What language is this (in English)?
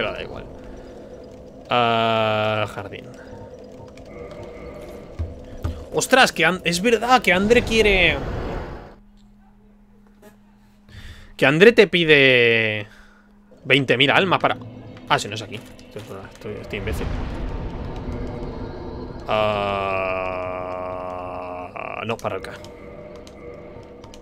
Spanish